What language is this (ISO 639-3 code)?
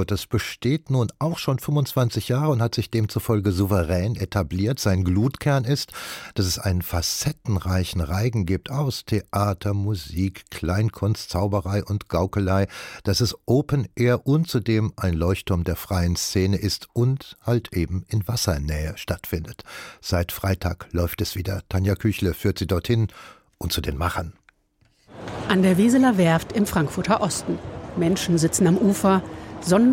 deu